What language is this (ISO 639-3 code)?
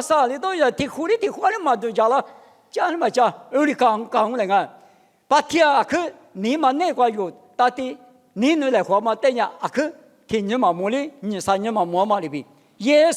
lis